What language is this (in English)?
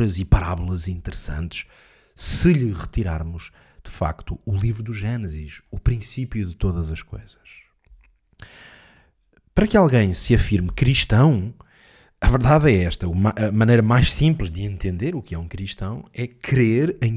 Portuguese